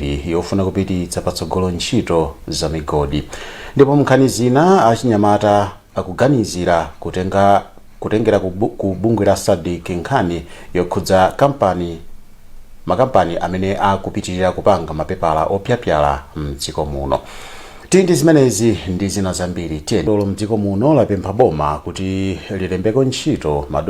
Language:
Nyanja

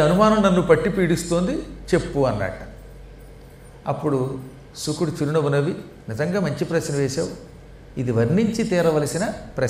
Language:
Telugu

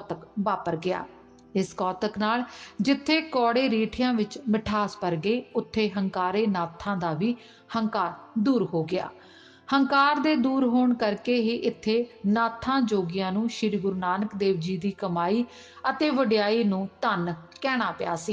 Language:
Punjabi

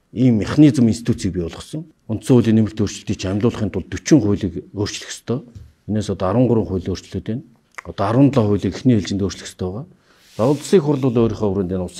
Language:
Mongolian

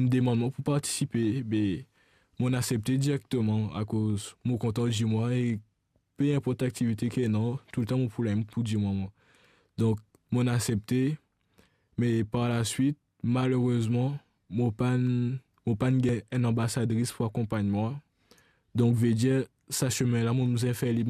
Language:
Morisyen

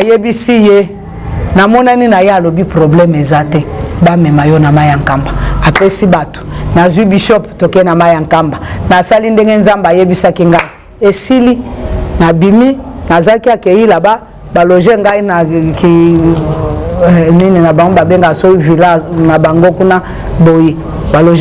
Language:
Lingala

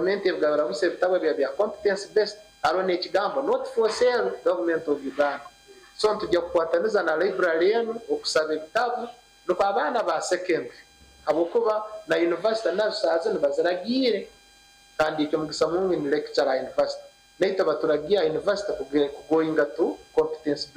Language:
Nyankole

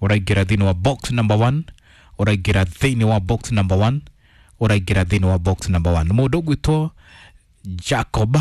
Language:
Kikuyu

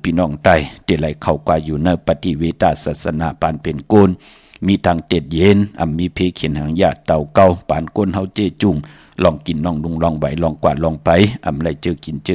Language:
Shan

